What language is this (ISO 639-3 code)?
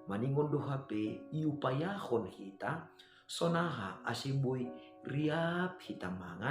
bts